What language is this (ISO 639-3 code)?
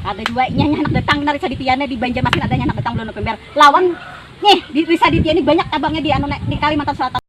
bjn